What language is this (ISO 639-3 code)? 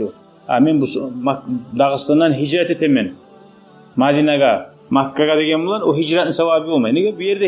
kum